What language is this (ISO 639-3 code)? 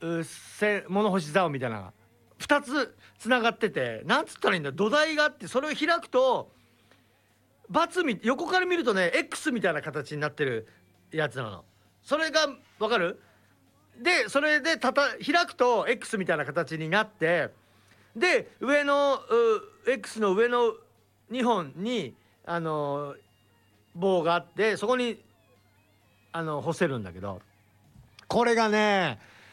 jpn